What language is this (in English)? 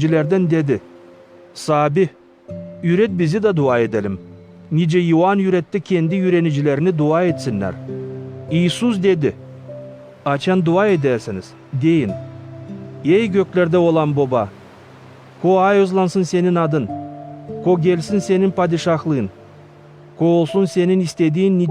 Gagauz